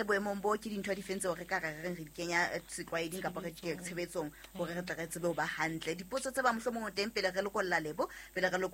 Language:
Southern Sotho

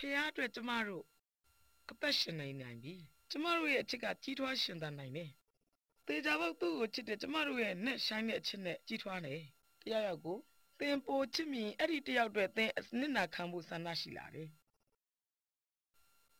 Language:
Burmese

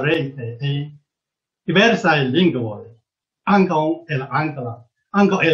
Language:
Esperanto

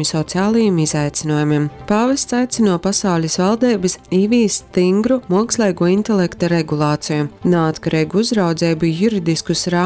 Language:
Latgalian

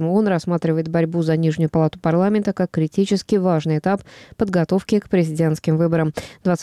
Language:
Russian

